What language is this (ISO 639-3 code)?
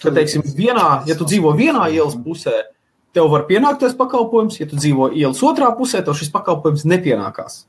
lav